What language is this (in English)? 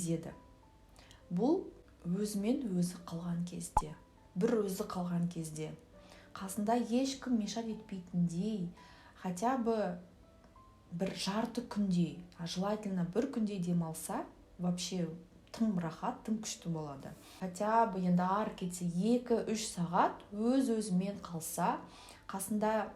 Kazakh